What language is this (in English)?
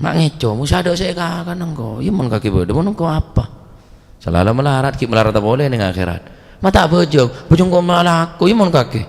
Madurese